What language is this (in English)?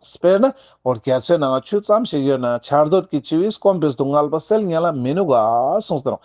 Ladakhi